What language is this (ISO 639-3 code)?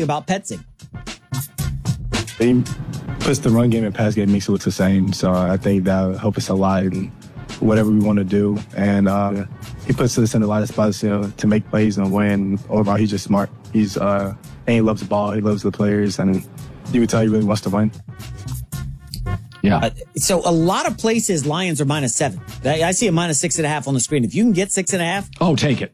eng